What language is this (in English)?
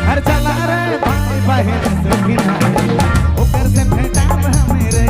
Sadri